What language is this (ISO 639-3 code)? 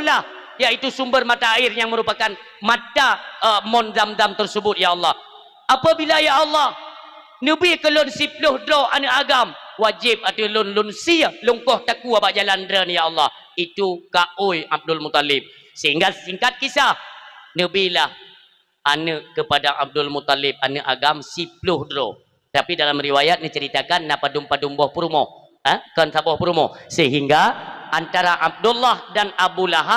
ace